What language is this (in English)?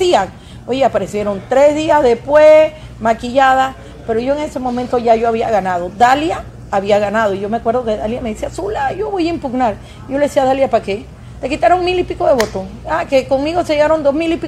Spanish